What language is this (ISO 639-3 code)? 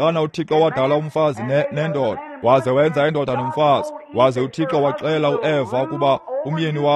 xho